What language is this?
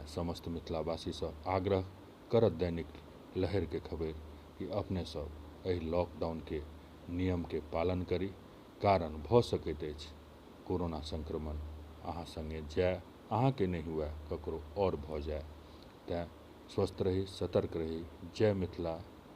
Maithili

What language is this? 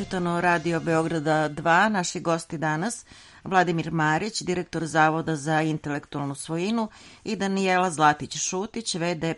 Serbian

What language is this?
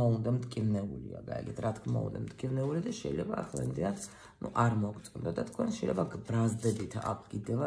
Georgian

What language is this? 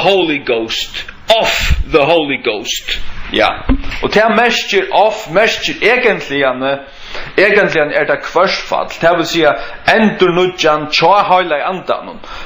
Faroese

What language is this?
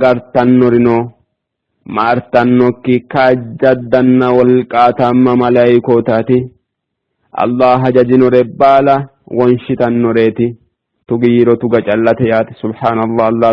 Sidamo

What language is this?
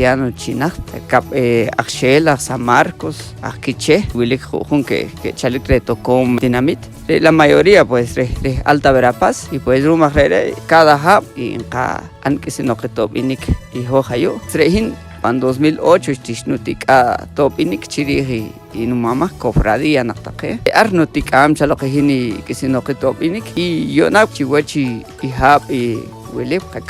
Poqomchi'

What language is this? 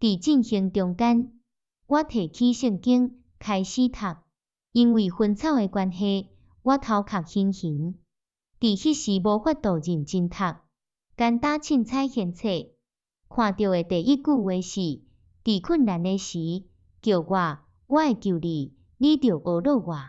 Min Nan Chinese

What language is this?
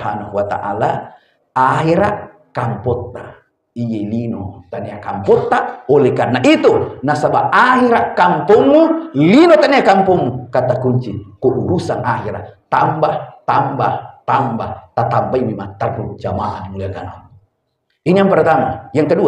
Buginese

